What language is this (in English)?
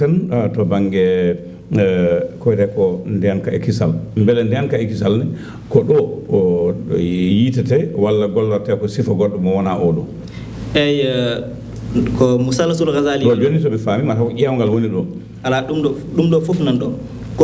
Fula